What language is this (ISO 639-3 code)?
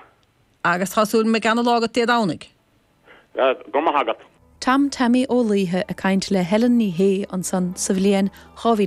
gle